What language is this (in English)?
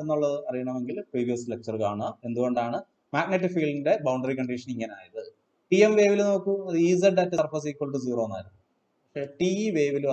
Malayalam